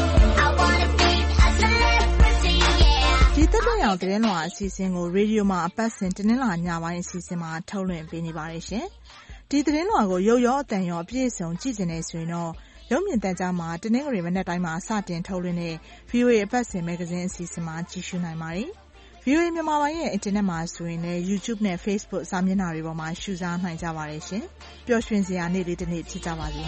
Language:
Burmese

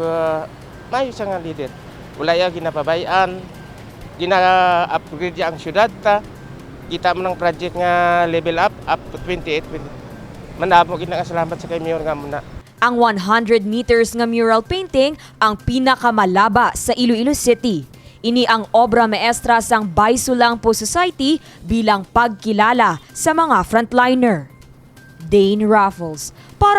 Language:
Hiligaynon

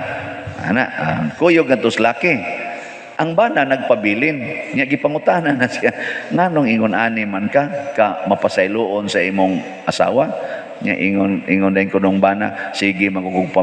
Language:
Cebuano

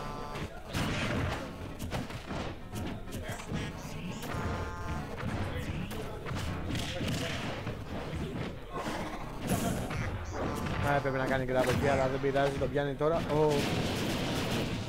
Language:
Greek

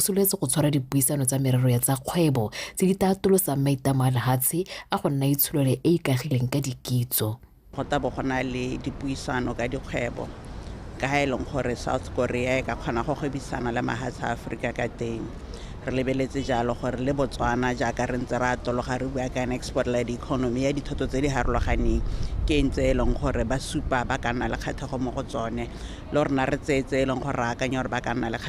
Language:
Tswana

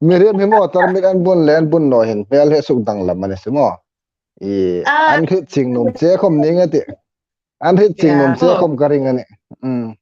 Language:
Hmar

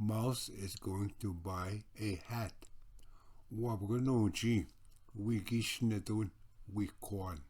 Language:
Ojibwa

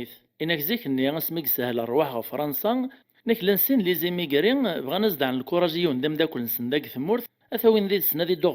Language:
Kabyle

